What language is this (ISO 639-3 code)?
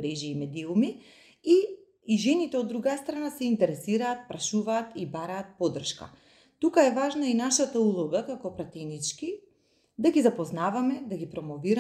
mkd